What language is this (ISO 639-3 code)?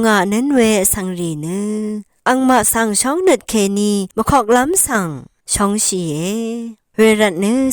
raw